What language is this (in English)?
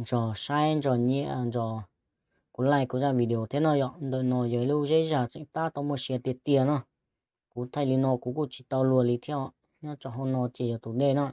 Hmong